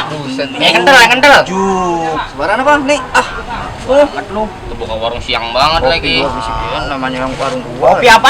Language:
Betawi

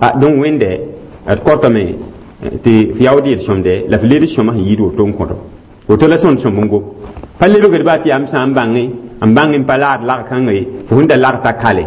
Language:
Mossi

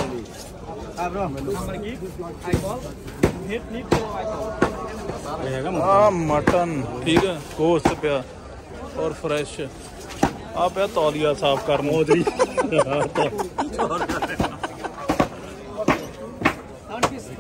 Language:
Punjabi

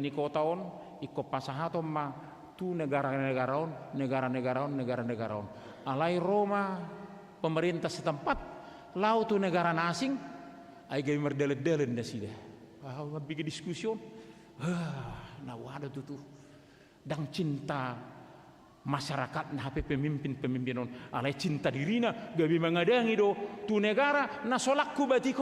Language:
Batak Toba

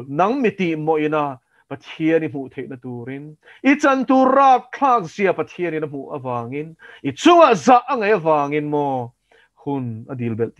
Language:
Mizo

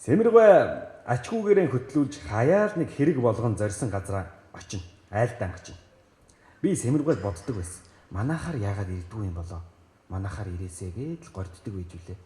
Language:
Mongolian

